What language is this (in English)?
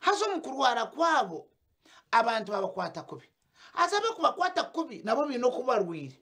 Nyankole